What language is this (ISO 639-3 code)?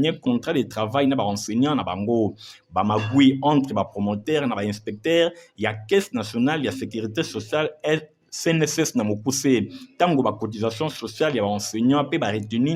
lin